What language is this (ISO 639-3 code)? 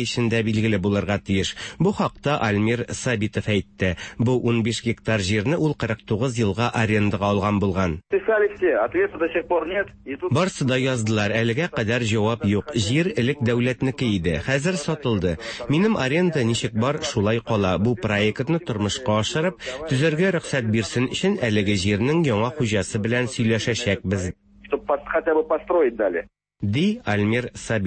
tat